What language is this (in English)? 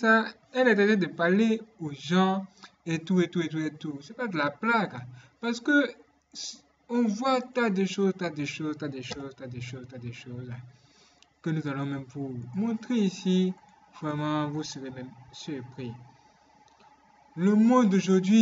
French